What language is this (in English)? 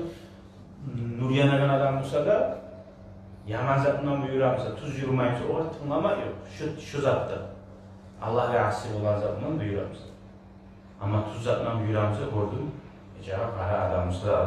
Kumyk